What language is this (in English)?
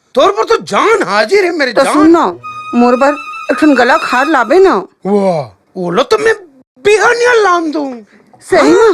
Chhattisgarhi